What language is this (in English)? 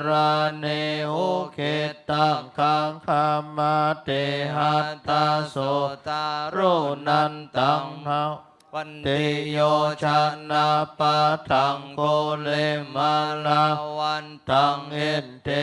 Pali